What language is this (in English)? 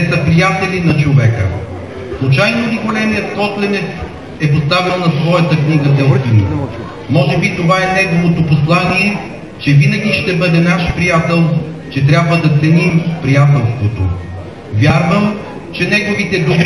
Bulgarian